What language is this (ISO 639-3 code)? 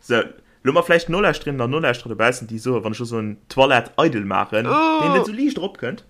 ltz